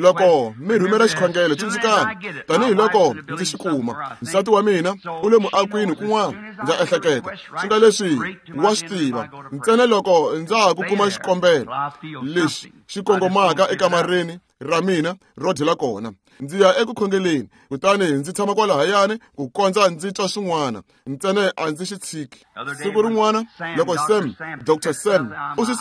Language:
Tsonga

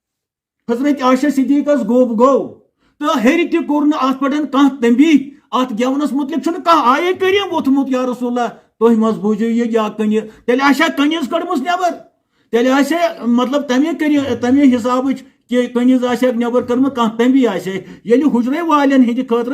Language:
Kashmiri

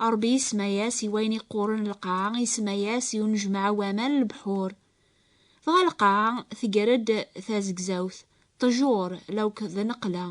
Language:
Kabyle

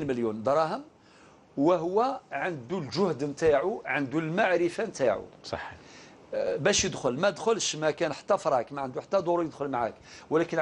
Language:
Algerian Arabic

